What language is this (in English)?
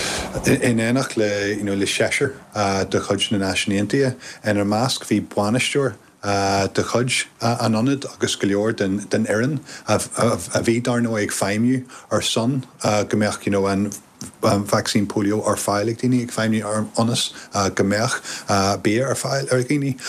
Irish